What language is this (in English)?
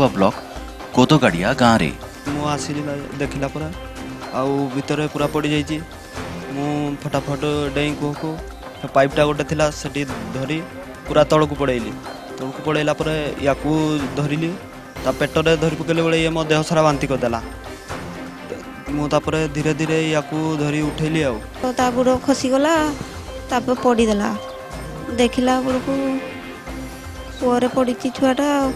Odia